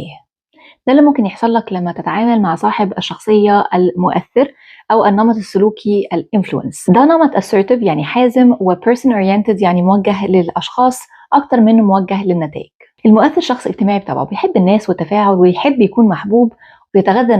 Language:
Egyptian Arabic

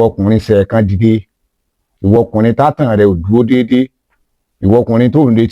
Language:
Yoruba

